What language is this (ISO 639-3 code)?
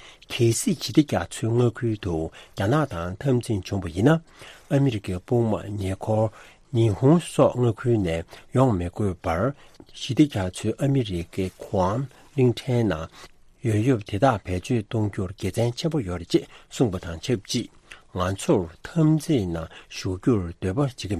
bod